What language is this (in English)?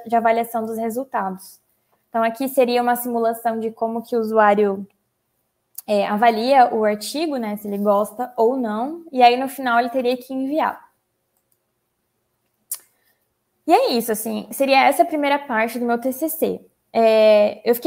Portuguese